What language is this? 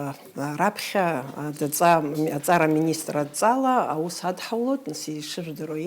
Abkhazian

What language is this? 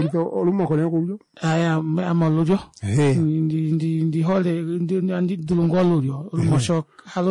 Kuanyama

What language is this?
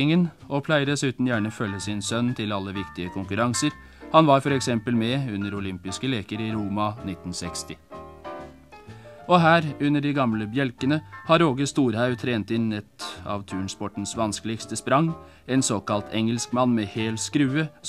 Norwegian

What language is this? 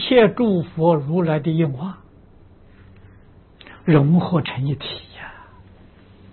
Chinese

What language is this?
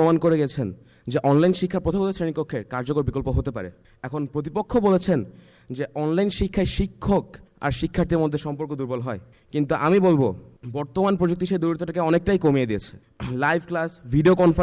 Bangla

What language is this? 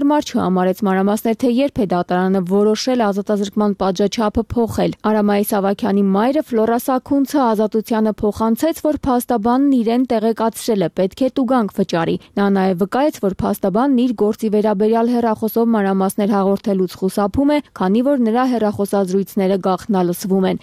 Armenian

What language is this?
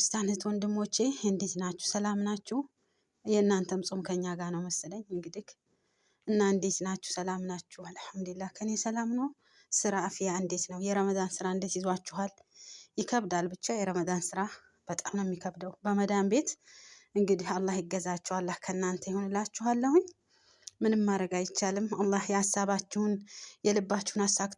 Amharic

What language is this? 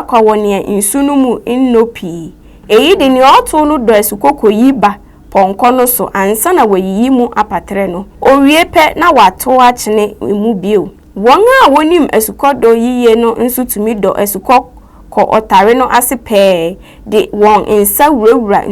Akan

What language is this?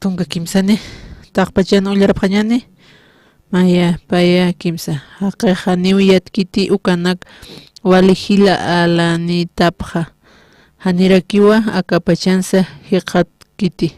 Aymara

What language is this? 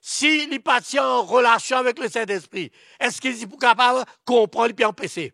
Morisyen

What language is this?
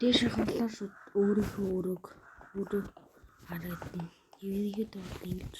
Mongolian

